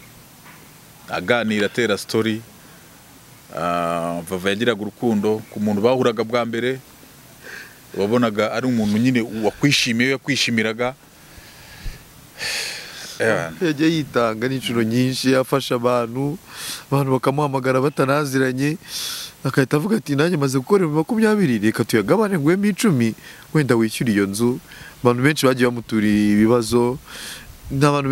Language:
Kinyarwanda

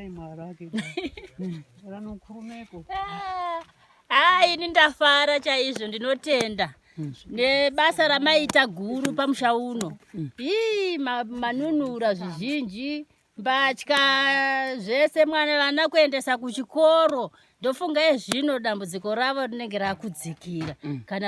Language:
Shona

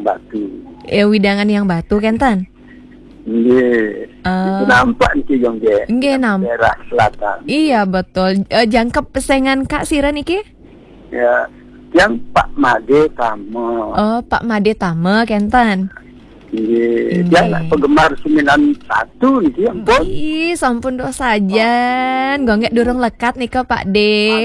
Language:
Balinese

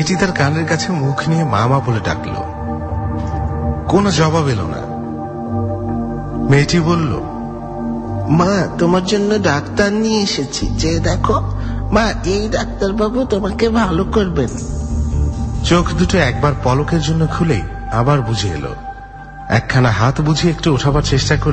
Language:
Bangla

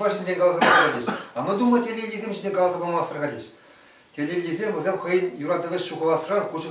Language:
Chuvash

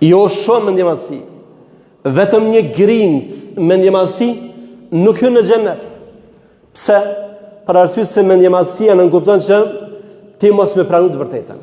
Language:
Albanian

